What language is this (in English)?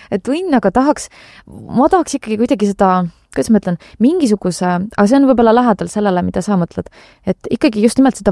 Estonian